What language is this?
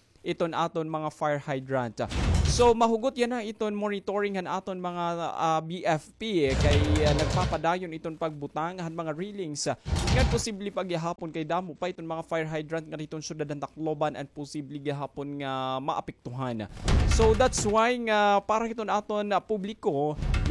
Waray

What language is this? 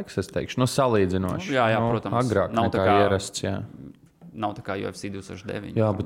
Latvian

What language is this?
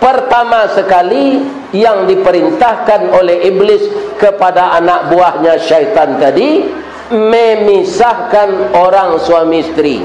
Minangkabau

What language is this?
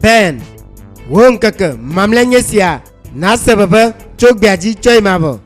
Ewe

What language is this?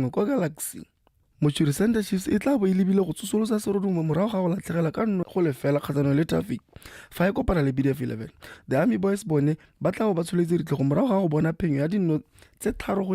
Tswana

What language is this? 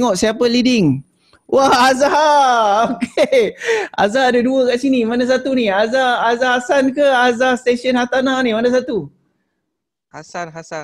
Malay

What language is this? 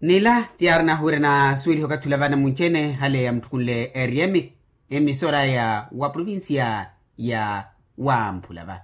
Makhuwa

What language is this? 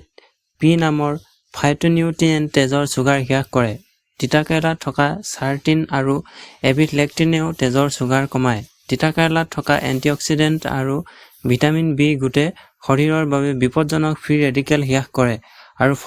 Assamese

